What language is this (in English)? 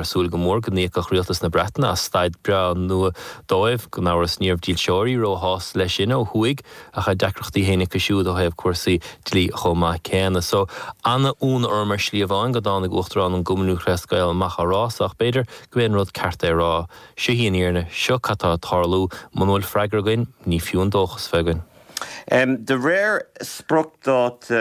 Irish